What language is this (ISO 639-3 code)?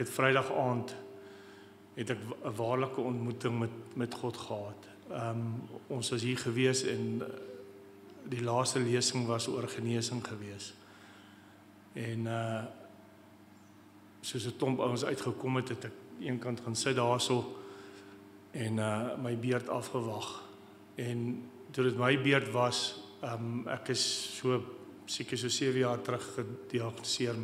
afr